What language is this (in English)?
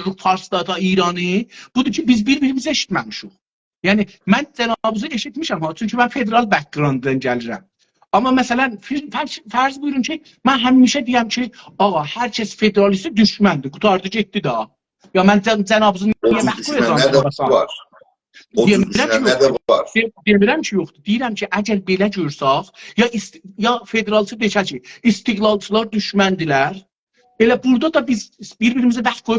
South Azerbaijani